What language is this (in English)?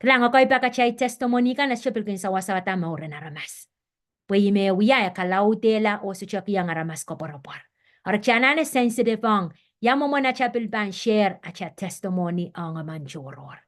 Pohnpeian